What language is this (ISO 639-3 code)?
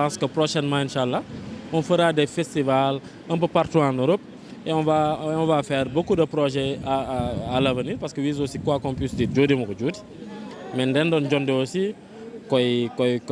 ful